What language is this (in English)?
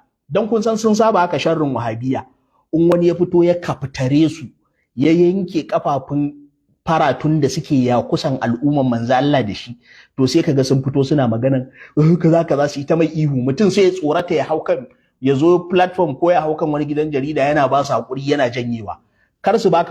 Hausa